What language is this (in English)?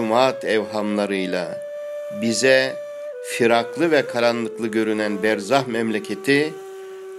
Ottoman Turkish